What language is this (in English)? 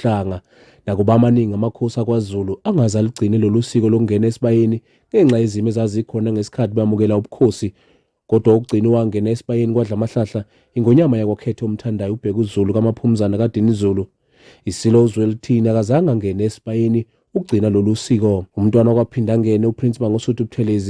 Zulu